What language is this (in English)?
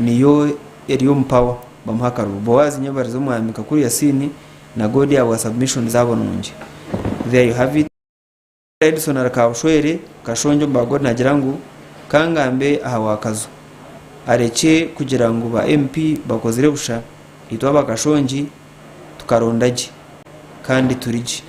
Nyankole